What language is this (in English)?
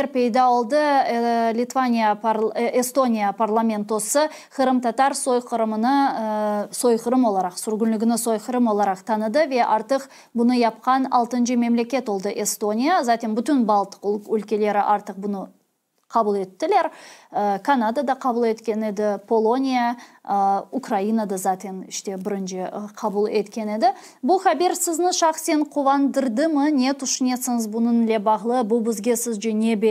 Crimean Tatar